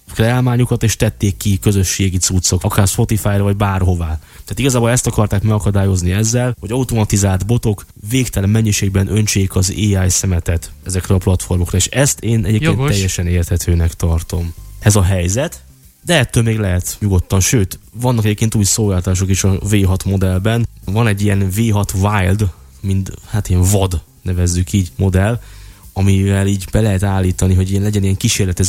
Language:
Hungarian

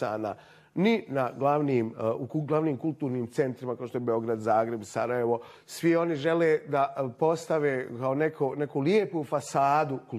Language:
Bosnian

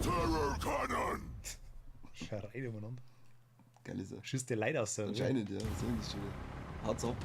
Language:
Bavarian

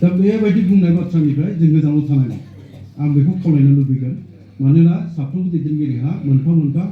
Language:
Bodo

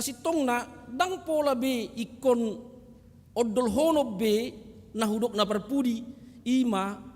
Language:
Batak Toba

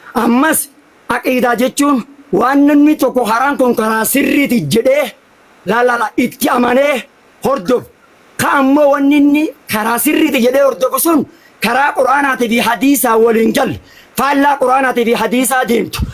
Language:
Oromo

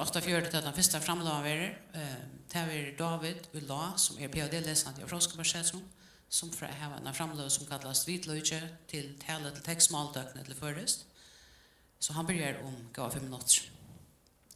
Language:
Faroese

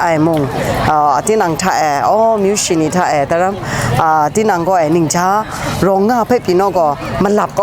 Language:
Kachin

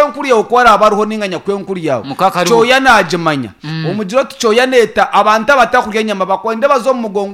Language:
Nyankole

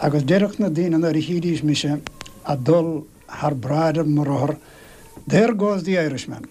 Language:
Irish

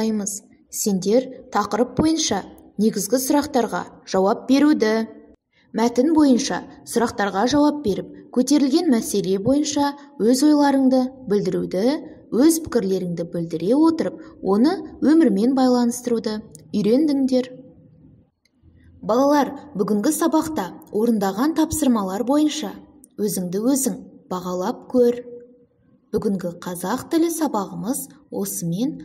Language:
Kazakh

